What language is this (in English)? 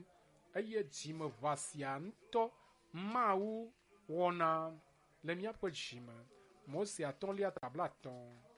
Ewe